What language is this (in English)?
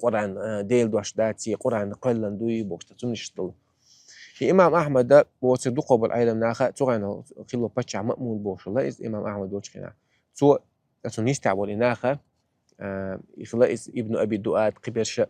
Chechen